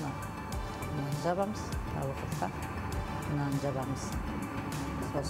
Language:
Kazakh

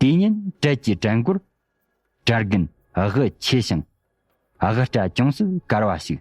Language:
Tibetan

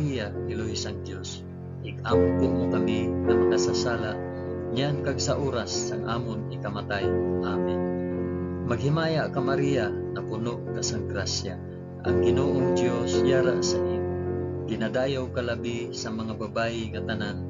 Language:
Hiligaynon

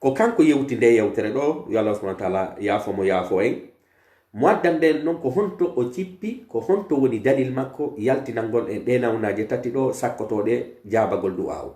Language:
Pular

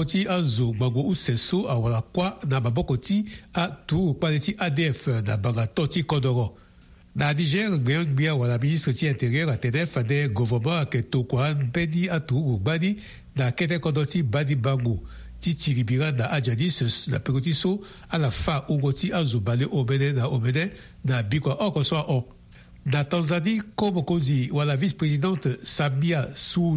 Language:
Sango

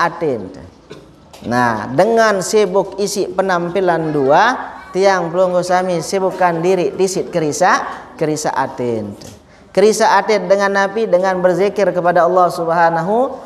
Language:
Sasak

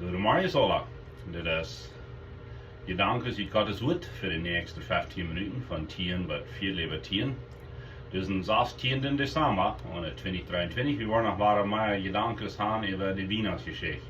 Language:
Plautdietsch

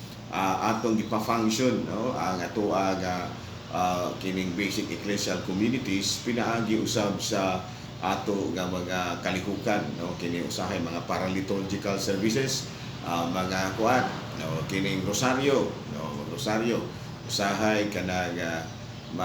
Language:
Cebuano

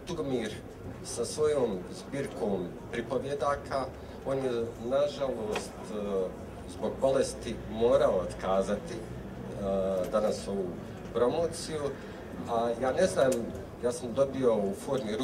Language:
Bosnian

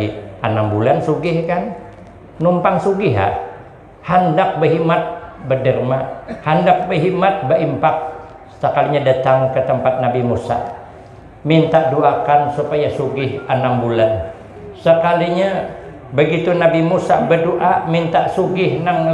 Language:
Banjar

